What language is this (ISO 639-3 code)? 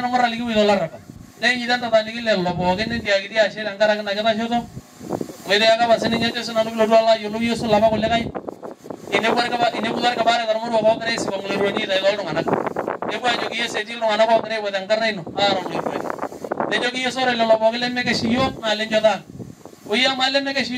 mas